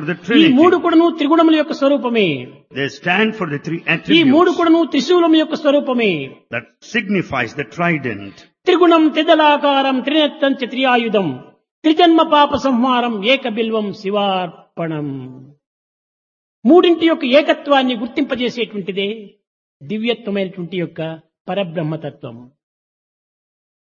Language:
Telugu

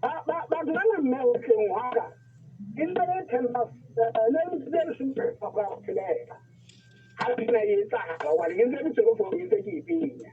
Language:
Southern Sotho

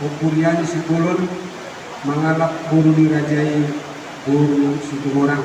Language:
Batak Toba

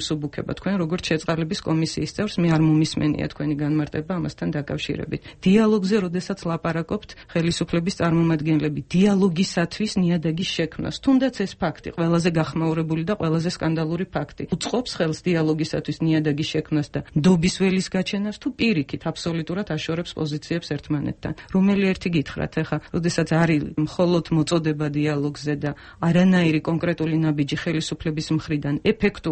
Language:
Georgian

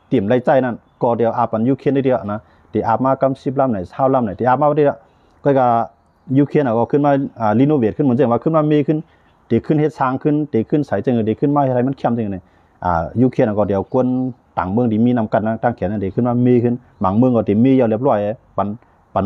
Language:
Shan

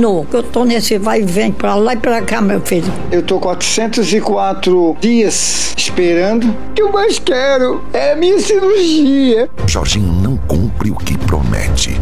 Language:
Portuguese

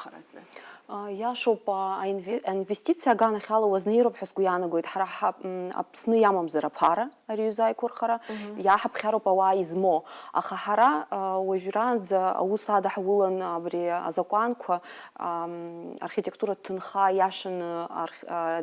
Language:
Abkhazian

